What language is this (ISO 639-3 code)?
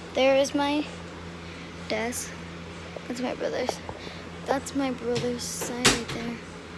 eng